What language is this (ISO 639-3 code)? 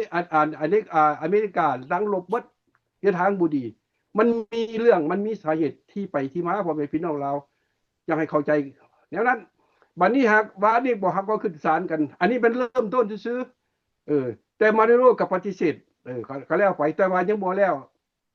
lao